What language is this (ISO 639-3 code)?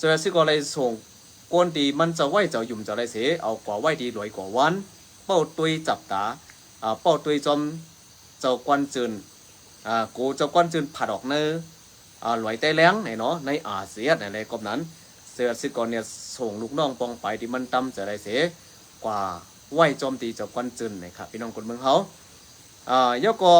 shn